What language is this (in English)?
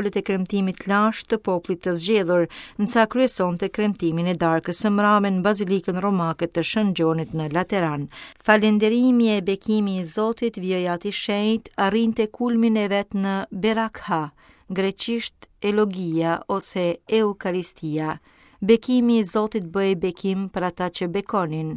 Albanian